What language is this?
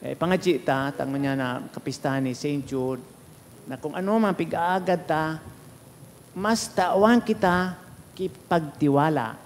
Bikol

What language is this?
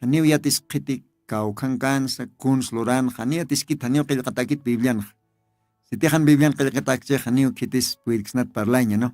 Aymara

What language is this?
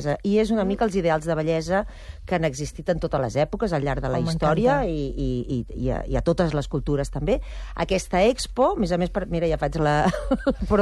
Catalan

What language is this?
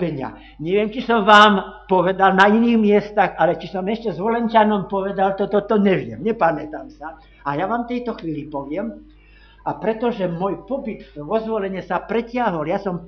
Slovak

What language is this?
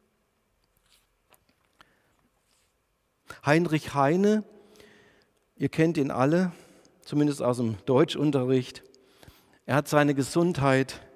German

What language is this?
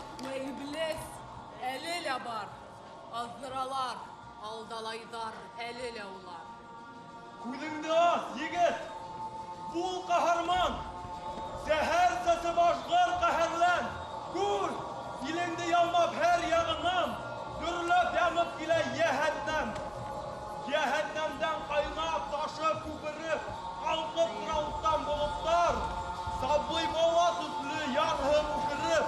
Bashkir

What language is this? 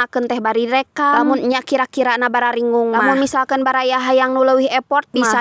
Sundanese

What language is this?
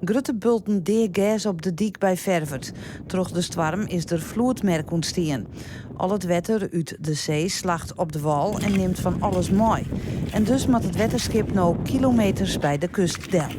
Western Frisian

